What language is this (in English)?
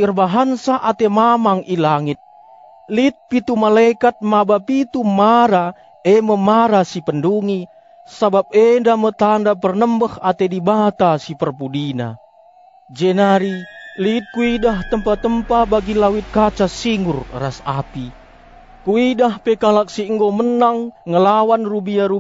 Batak Karo